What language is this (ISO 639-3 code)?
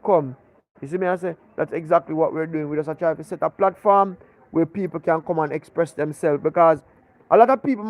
jam